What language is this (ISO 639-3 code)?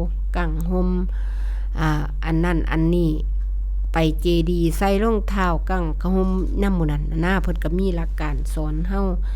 tts